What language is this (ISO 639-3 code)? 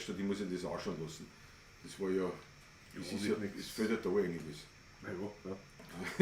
bar